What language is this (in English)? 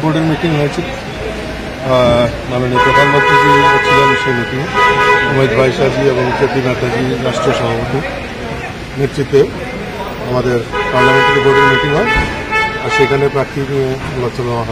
Bangla